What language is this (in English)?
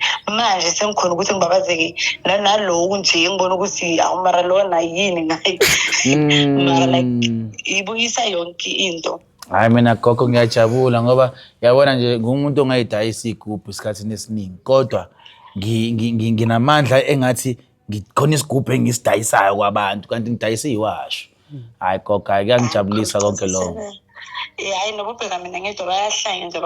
Zulu